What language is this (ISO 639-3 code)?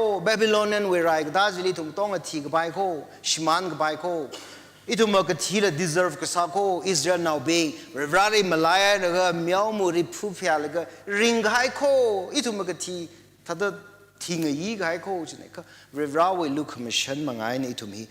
nmf